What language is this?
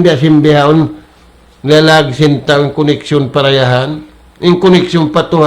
Tausug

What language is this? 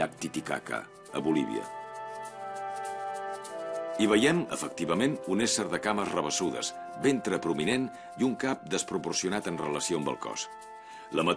Catalan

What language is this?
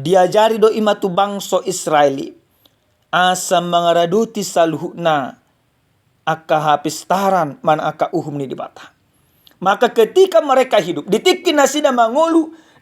Batak Toba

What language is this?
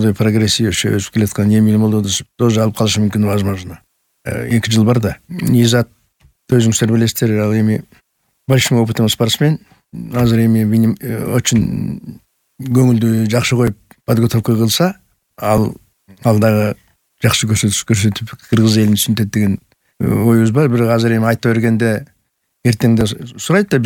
Kyrgyz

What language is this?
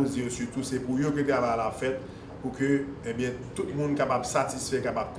Haitian Creole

